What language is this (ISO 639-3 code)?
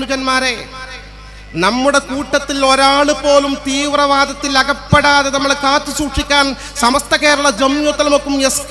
mal